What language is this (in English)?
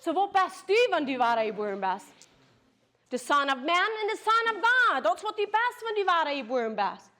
Plautdietsch